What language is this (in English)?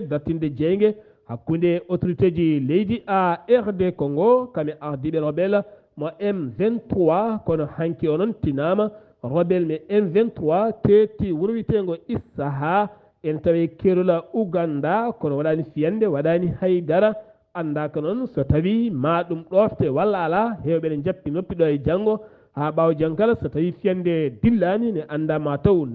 Fula